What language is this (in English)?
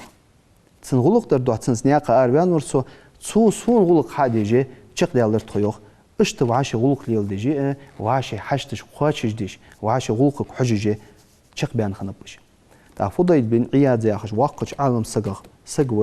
Ingush